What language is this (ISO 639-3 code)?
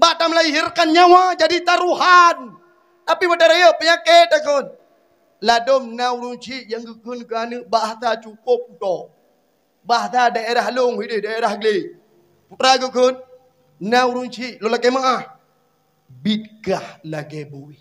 ace